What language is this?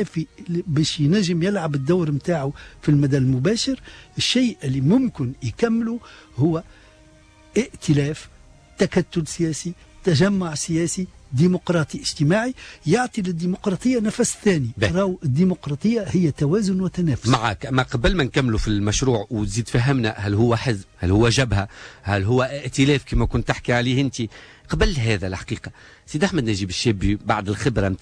Tunisian Arabic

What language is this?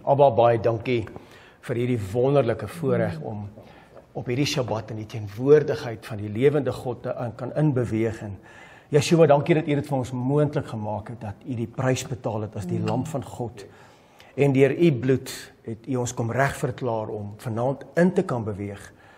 Afrikaans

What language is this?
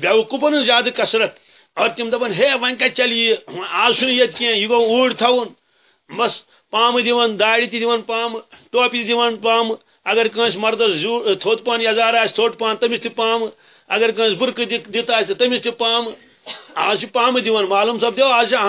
Kashmiri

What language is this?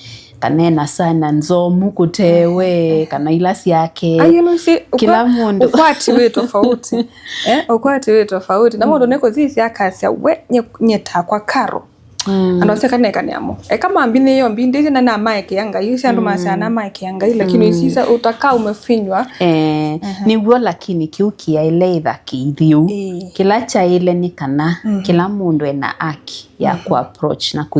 Kamba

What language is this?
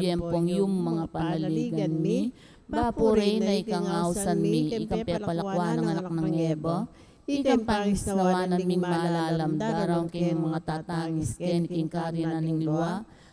Pampanga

